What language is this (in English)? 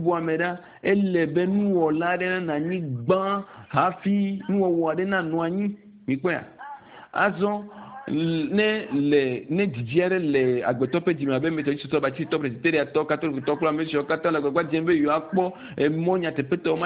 Ewe